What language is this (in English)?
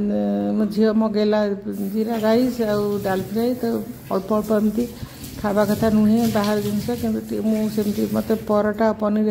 Odia